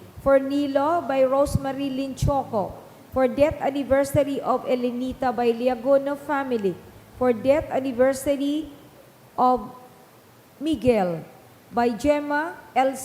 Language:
Bikol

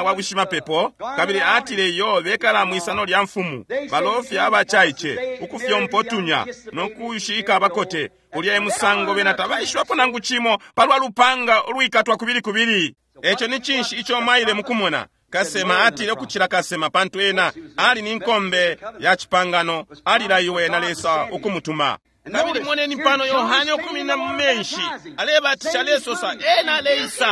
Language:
Bemba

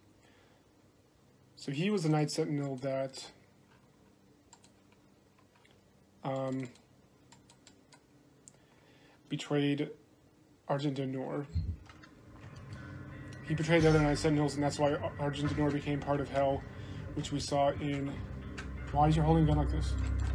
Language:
English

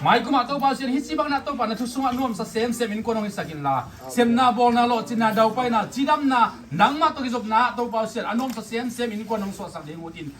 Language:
Tedim Chin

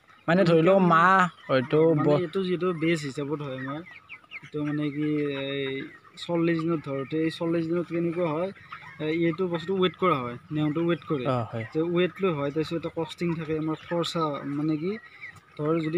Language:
Assamese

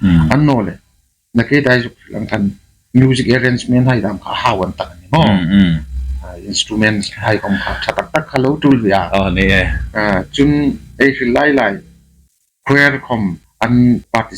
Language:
Hmar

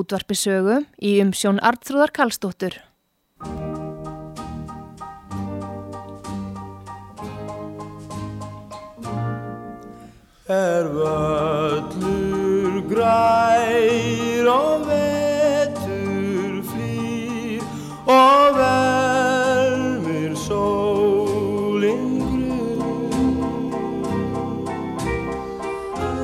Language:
Icelandic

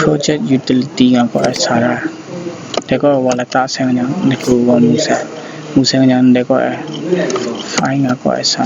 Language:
Kachin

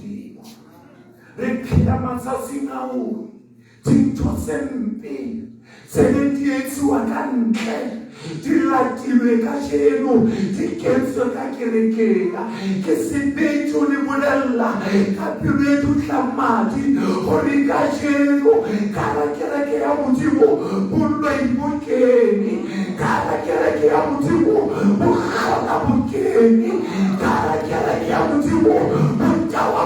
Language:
Southern Sotho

